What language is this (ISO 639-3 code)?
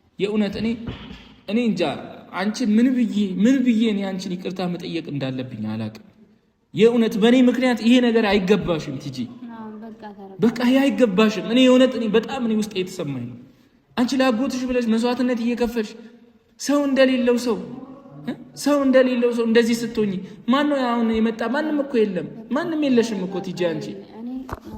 amh